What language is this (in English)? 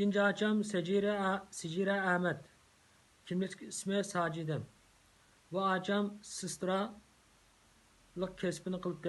Uyghur